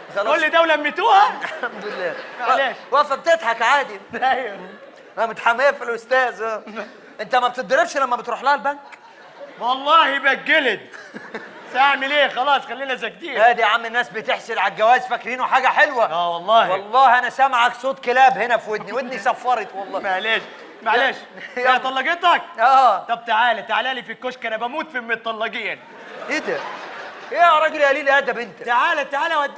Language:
Egyptian Arabic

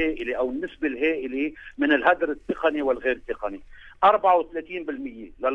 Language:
North Levantine Arabic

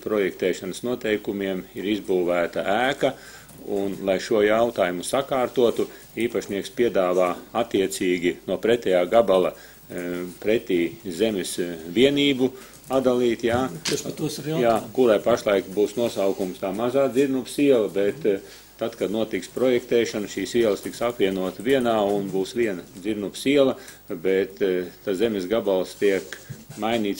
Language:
Latvian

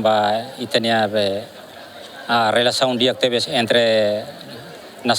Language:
Tetum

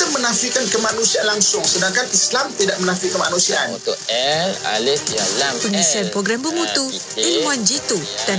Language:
Malay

